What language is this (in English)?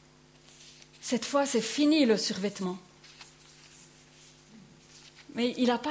French